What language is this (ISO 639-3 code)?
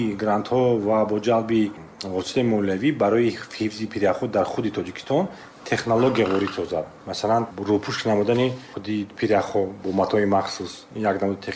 tgk